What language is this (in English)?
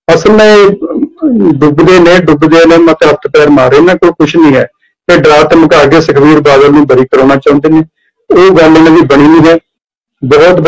Punjabi